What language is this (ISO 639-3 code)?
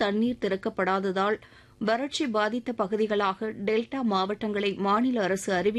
tam